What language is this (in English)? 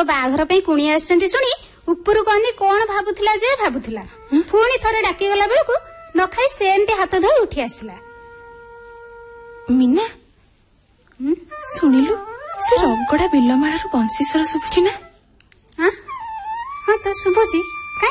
Odia